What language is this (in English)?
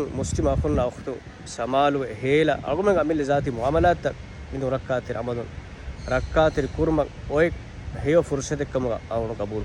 Divehi